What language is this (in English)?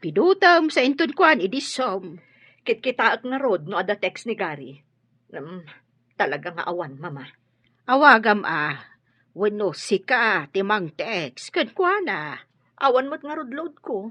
Iloko